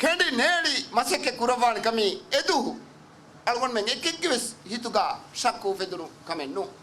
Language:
Divehi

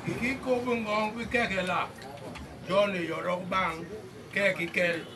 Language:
Basaa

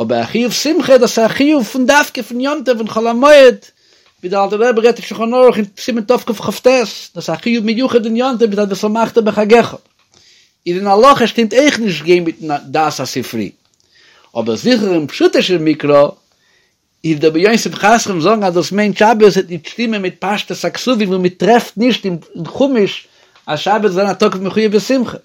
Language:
Yiddish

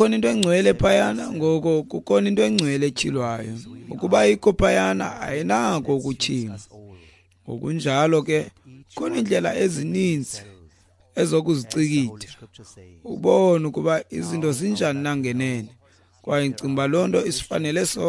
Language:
Xhosa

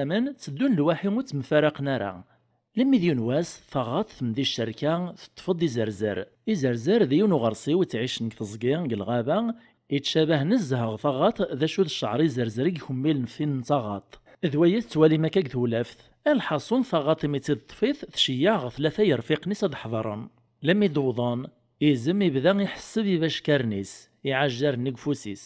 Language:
Kabyle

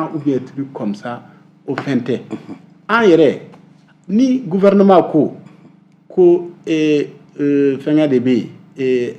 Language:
Bambara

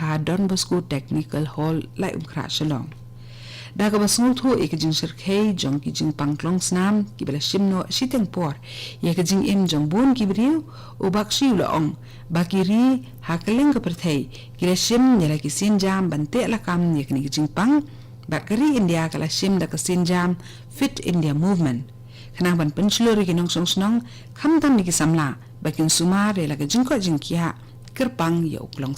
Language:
Khasi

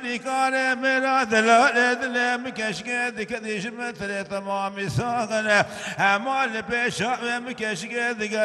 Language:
Kurdish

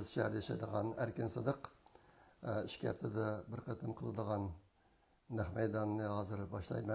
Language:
Uyghur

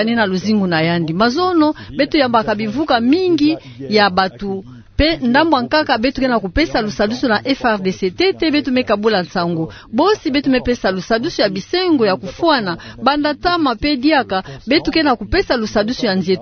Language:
Kituba (Democratic Republic of Congo)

